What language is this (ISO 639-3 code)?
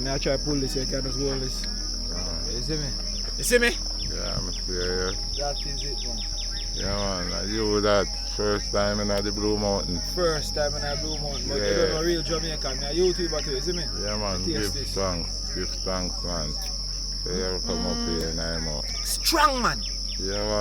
jam